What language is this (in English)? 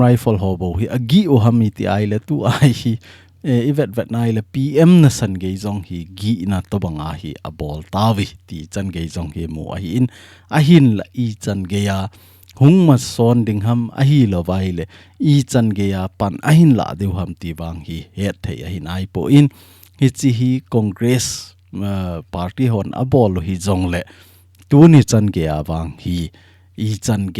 Thado Chin